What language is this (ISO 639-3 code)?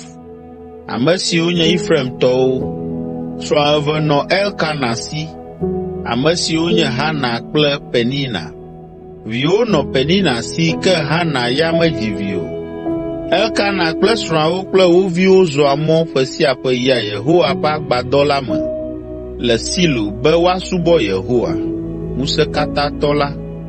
ewe